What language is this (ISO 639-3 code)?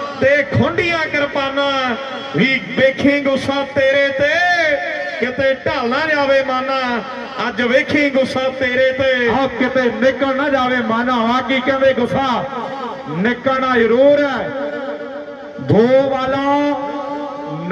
pan